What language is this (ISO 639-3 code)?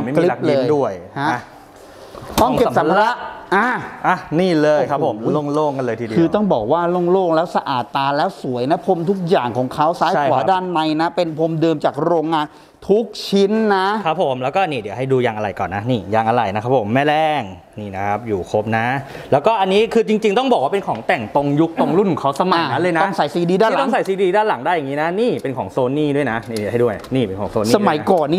tha